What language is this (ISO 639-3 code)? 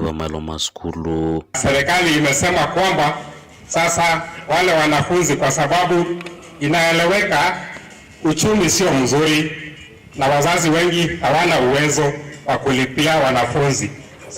kam